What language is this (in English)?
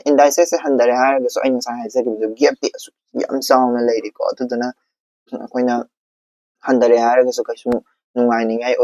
Manipuri